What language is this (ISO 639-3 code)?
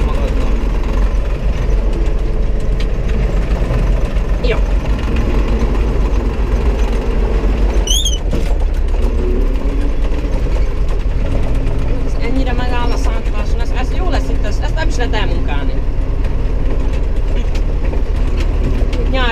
hun